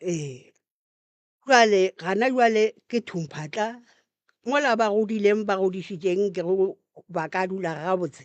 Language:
Northern Sotho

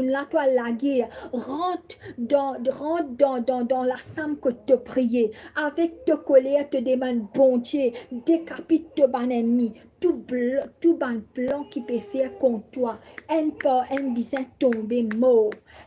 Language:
Morisyen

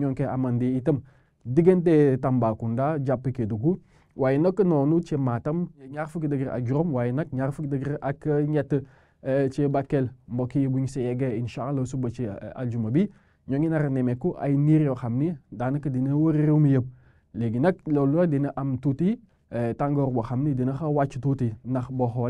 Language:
Wolof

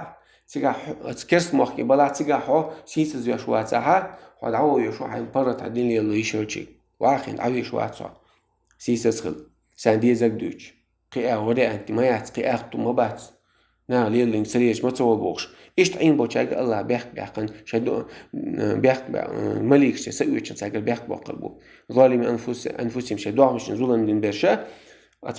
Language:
Chechen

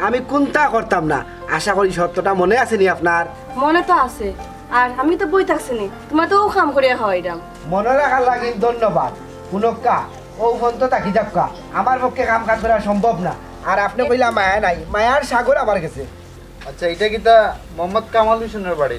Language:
Sylheti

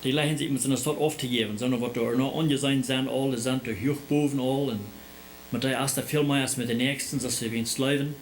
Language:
Plautdietsch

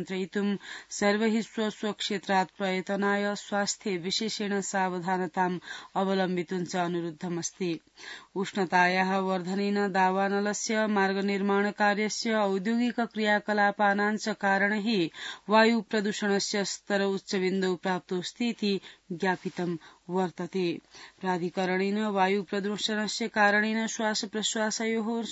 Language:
Sanskrit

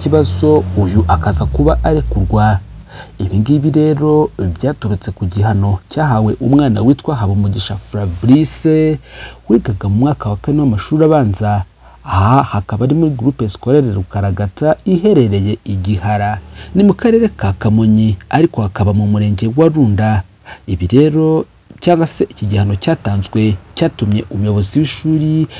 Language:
Kinyarwanda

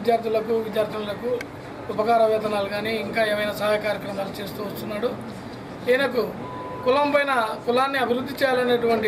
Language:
Telugu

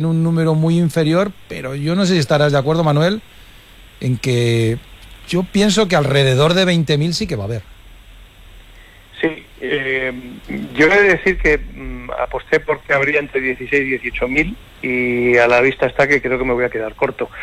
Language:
Spanish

